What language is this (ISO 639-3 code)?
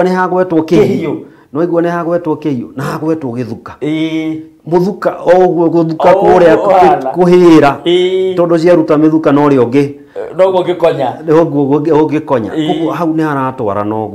kik